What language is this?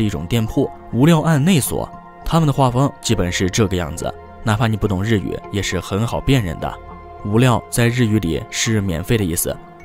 Chinese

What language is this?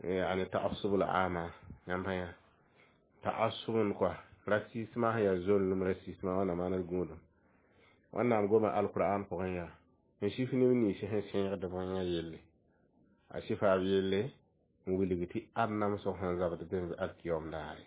Mossi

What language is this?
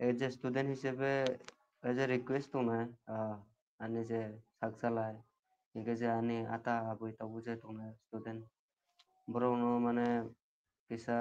Kok Borok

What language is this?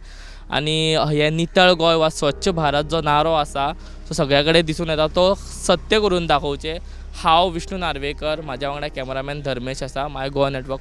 Konkani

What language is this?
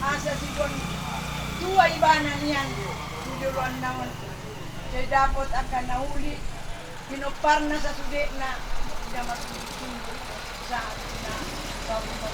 Batak Toba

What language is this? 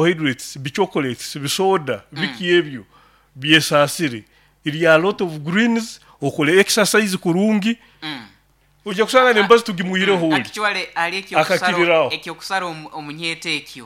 Nyoro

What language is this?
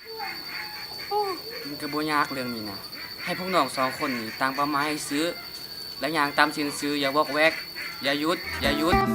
Lao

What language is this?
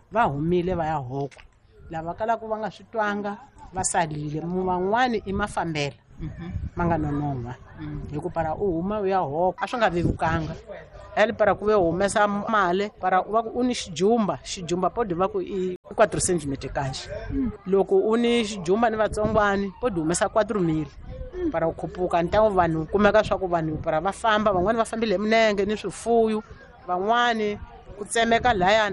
Tsonga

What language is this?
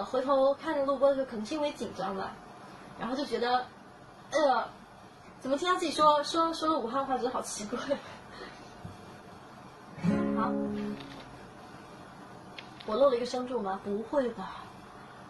Chinese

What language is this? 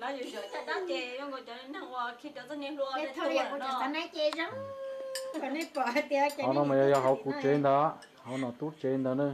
Hmong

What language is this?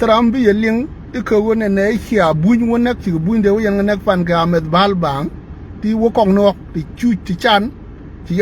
Nuer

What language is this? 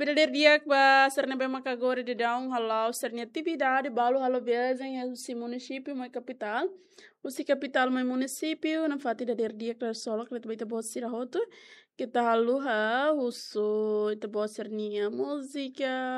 Tetum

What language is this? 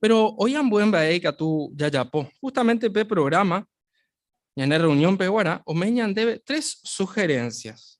Guarani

